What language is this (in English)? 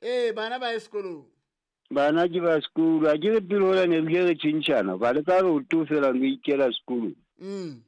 Southern Sotho